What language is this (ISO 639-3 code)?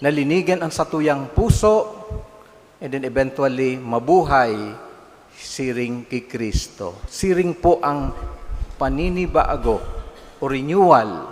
bik